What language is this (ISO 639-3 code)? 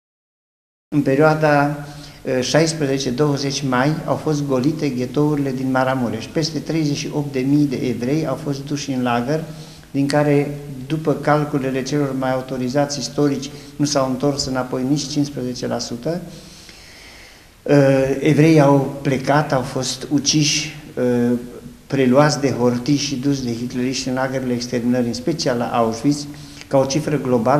ron